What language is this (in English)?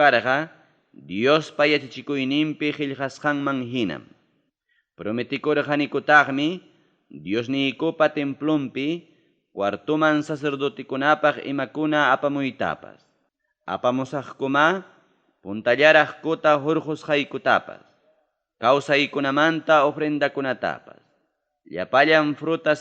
Ayacucho Quechua